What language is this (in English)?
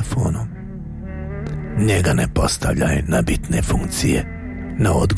Bosnian